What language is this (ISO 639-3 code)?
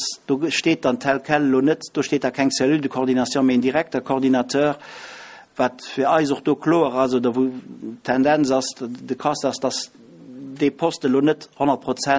ltz